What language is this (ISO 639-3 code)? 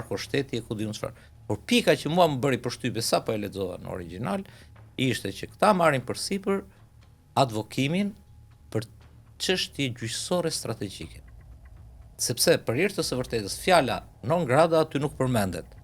sqi